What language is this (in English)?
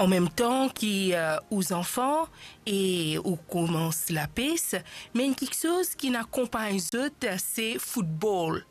Morisyen